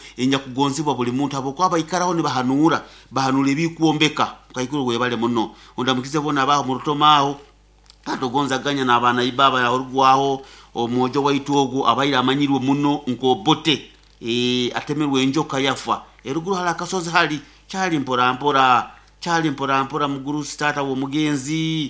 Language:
Nyoro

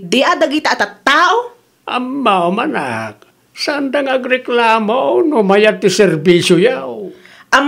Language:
Iloko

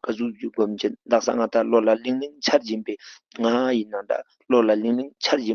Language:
Ladakhi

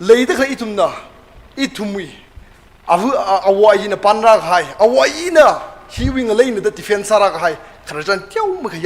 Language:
Tangkhul Naga (India)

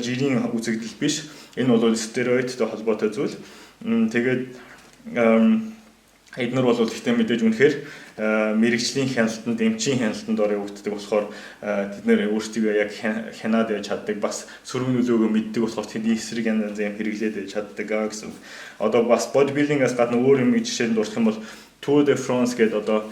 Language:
Mongolian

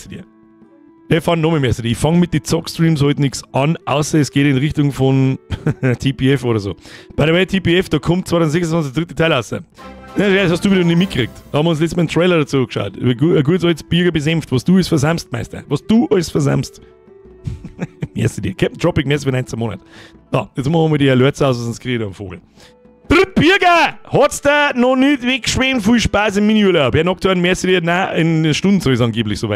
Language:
Bavarian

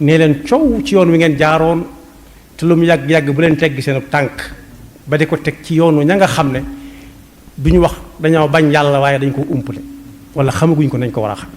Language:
Wolof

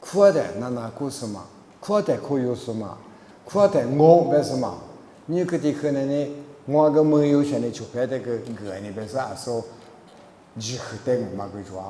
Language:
Lisu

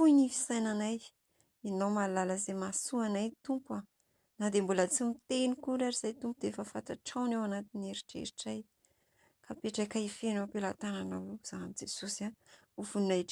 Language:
Malagasy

